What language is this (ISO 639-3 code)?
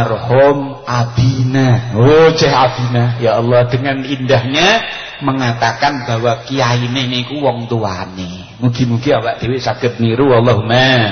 jav